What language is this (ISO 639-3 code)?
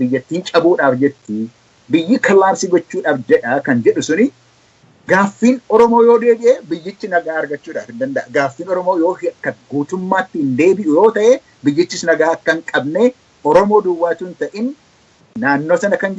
orm